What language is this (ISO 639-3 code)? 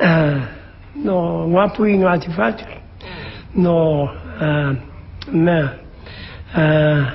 mri